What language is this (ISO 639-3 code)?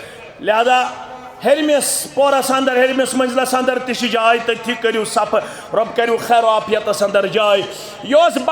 kas